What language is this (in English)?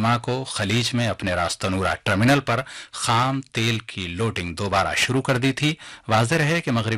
Urdu